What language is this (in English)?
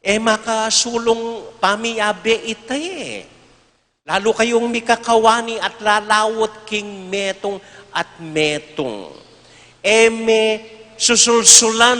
Pampanga